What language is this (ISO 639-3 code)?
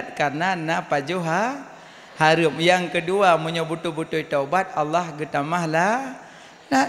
ace